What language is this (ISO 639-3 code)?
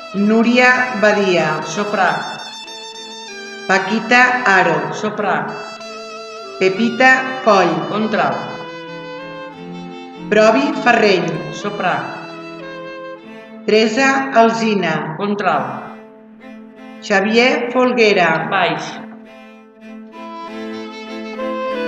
cat